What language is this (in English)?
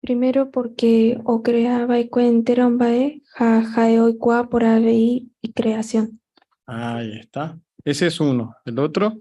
Guarani